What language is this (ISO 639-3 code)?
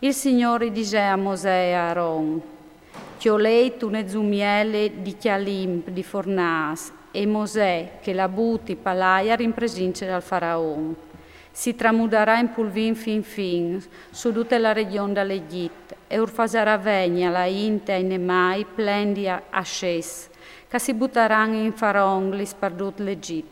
fur